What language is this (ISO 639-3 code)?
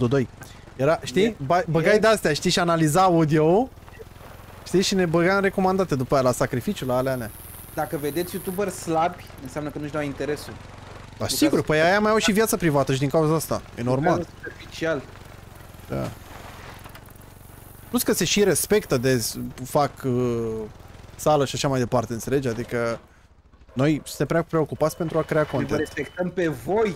ron